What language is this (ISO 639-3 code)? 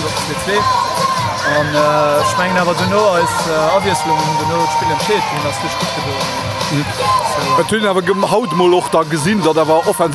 ltz